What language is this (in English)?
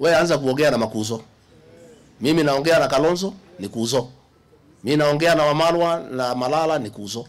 Kamba